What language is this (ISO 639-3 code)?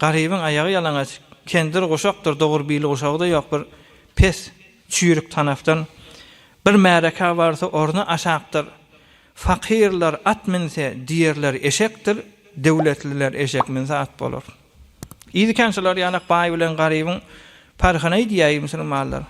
tuk